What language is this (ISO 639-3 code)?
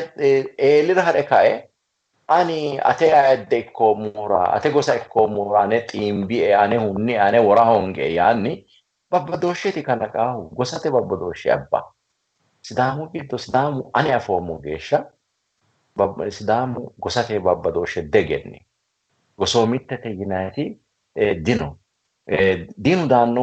sid